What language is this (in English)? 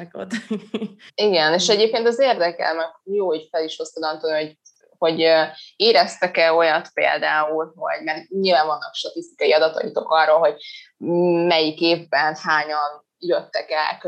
Hungarian